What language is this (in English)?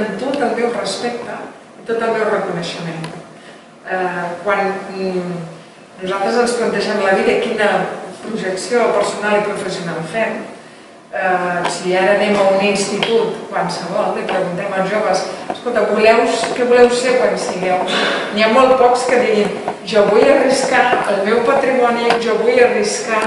Catalan